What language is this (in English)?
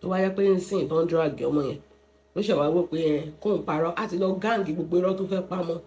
Yoruba